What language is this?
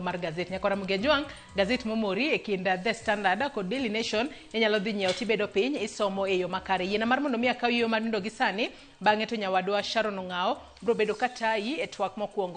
Luo (Kenya and Tanzania)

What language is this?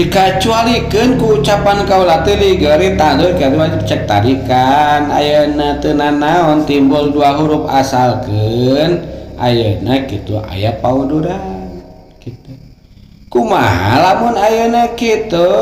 Sundanese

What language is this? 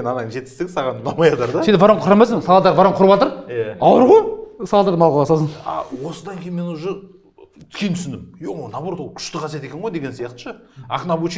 Kazakh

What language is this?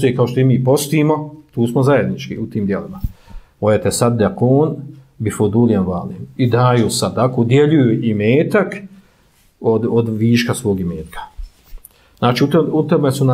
Bosnian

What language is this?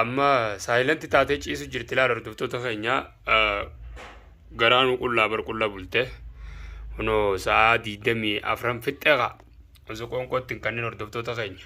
Oromo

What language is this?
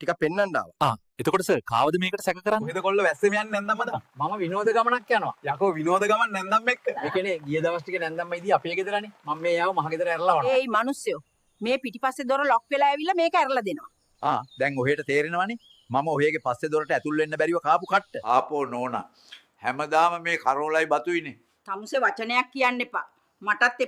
Sinhala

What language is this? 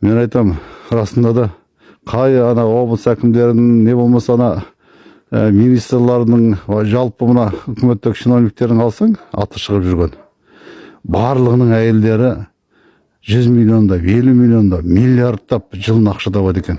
Kazakh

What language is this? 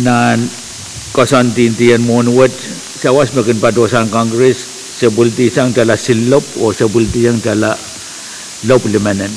Pohnpeian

